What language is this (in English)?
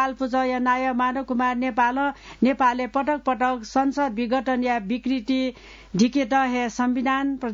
Newari